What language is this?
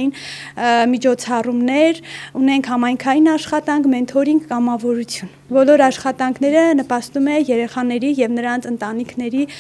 Armenian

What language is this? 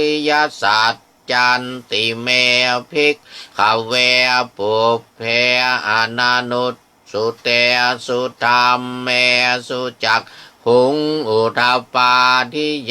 Pali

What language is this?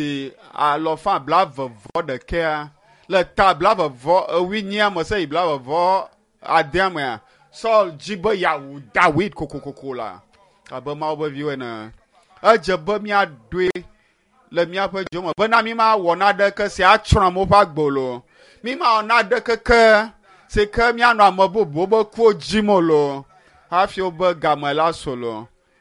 Ewe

